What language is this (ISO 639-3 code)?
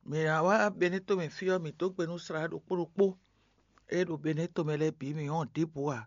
fon